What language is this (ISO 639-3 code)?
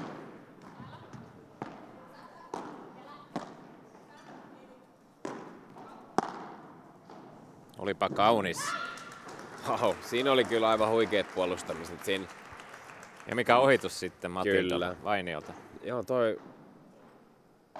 fin